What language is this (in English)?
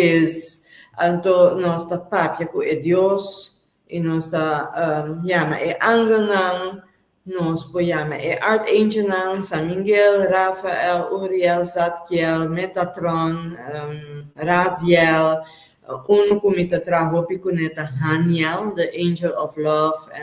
Papiamento